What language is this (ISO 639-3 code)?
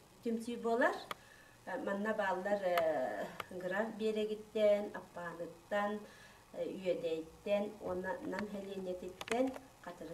sah